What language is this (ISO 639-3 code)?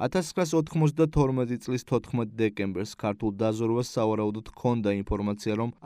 kat